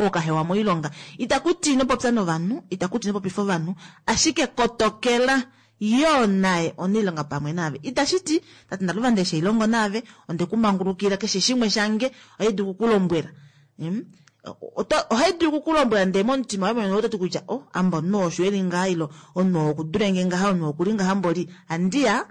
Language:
Kuanyama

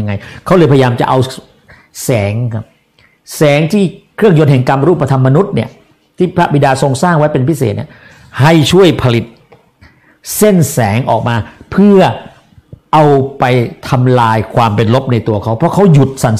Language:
Thai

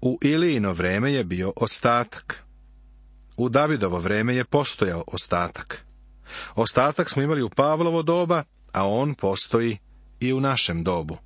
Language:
Serbian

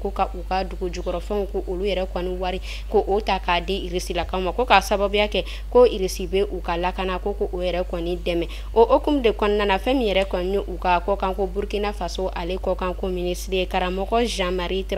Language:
Bambara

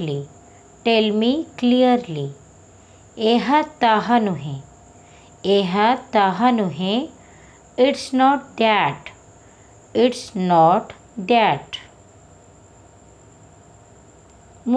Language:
Odia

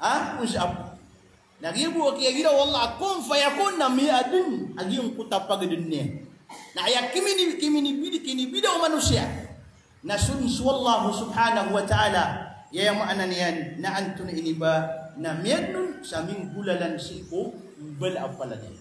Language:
Maranao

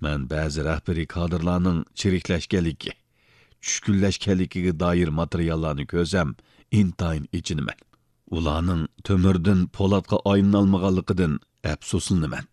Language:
Uyghur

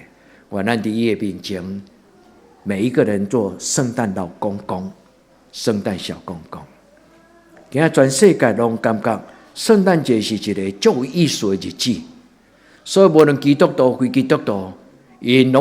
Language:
Min Nan Chinese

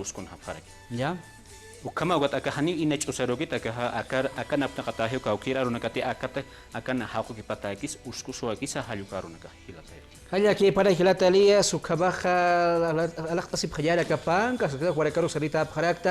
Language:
Aymara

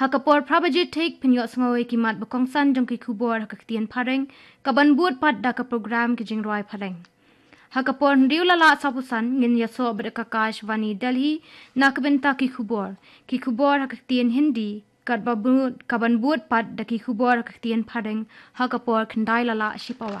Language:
Khasi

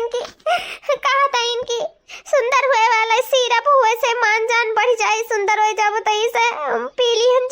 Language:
Awadhi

